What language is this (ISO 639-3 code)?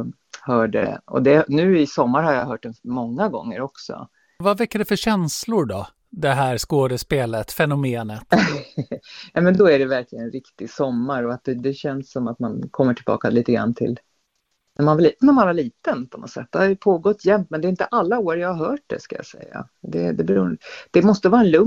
swe